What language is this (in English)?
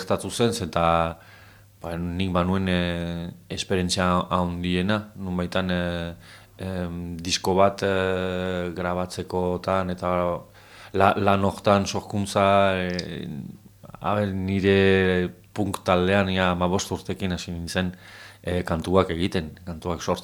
Basque